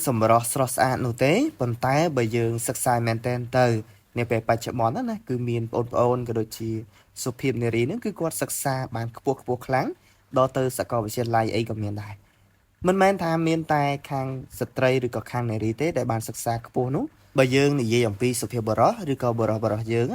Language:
Khmer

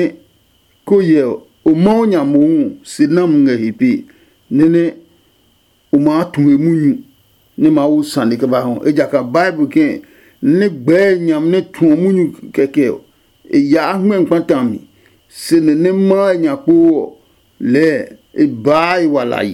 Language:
Adangme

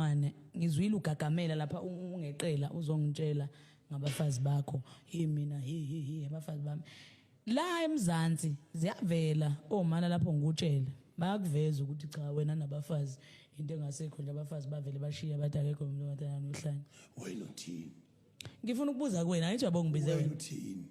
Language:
Zulu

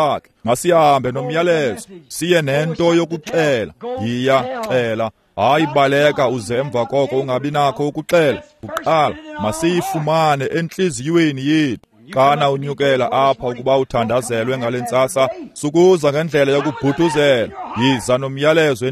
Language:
Xhosa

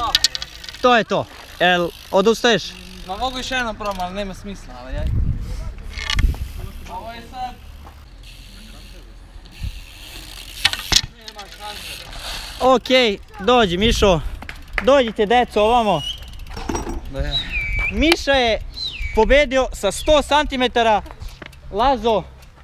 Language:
Serbian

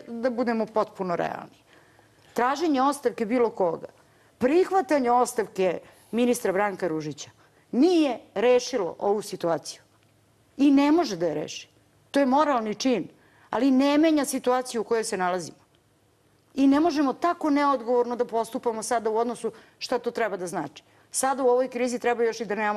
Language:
Serbian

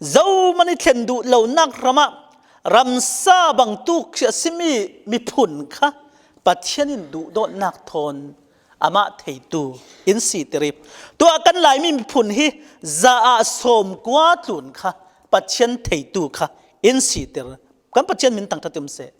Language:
Falam Chin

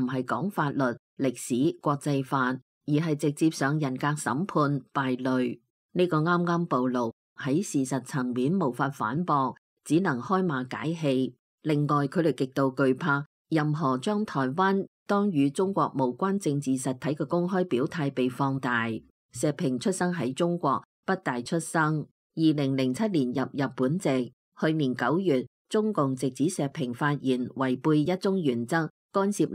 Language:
Cantonese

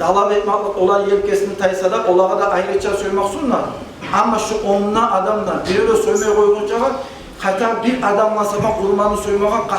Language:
Kumyk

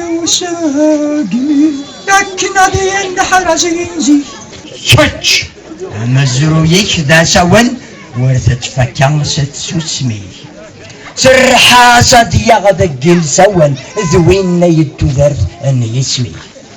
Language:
Kabyle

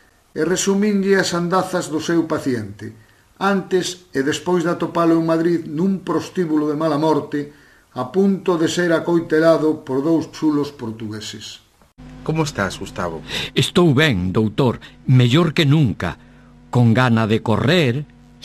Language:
Galician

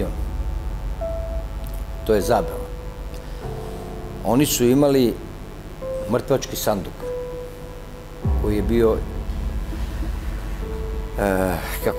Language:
Serbian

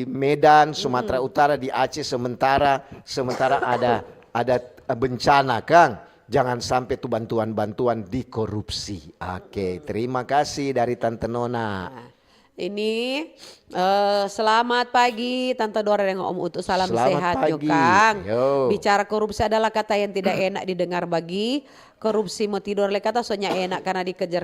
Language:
Manado Malay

